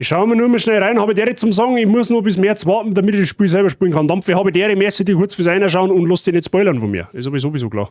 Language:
Bavarian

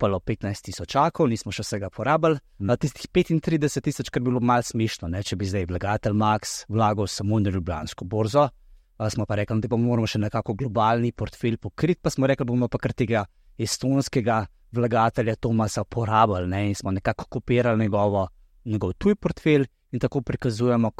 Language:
Slovenian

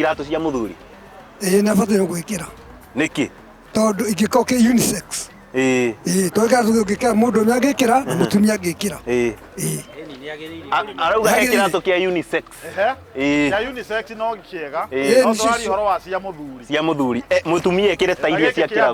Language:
Kikuyu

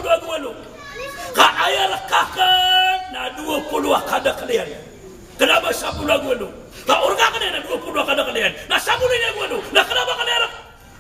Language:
Maranao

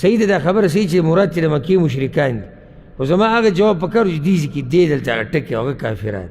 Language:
Pashto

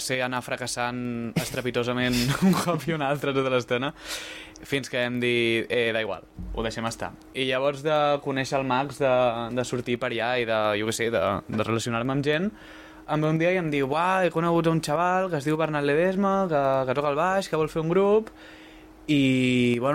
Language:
Catalan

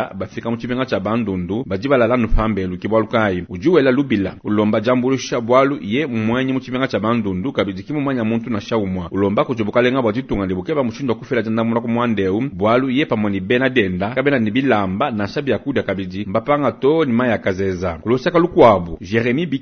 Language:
Luba-Lulua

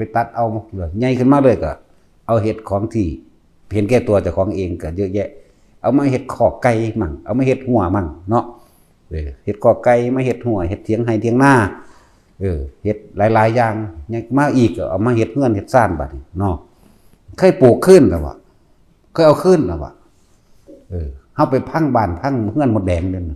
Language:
Northeastern Thai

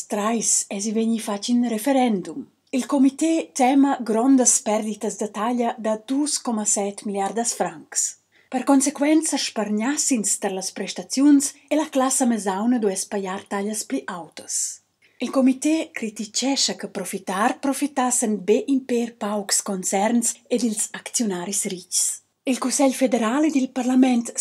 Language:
Romansh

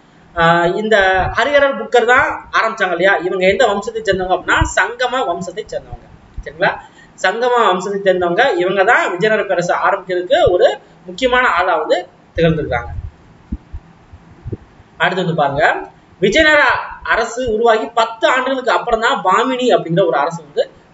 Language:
Tamil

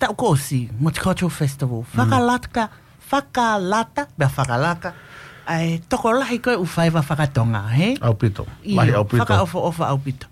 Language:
Tongan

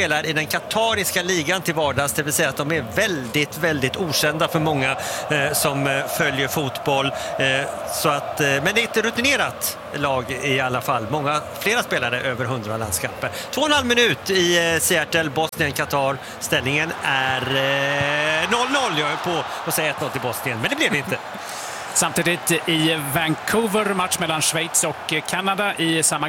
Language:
Swedish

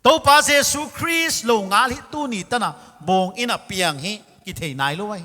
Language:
Paite Chin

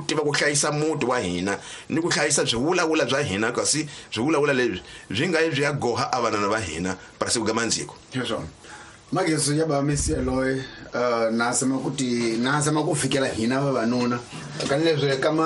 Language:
Tsonga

